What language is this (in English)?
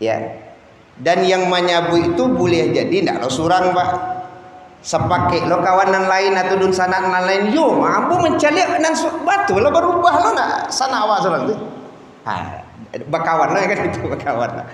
Minangkabau